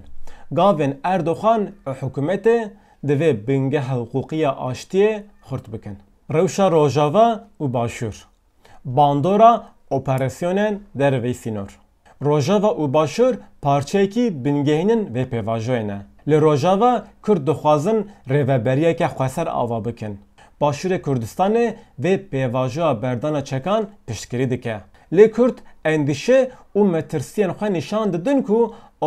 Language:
Kurdish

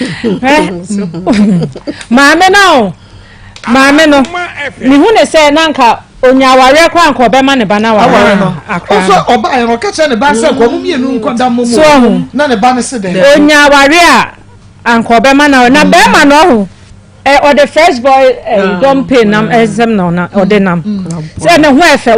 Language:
Akan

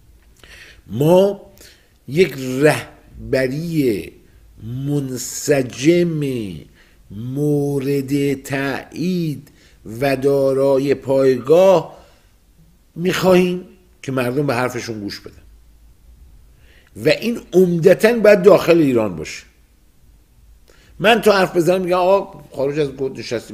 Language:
Persian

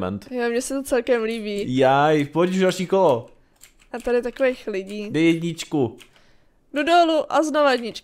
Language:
Czech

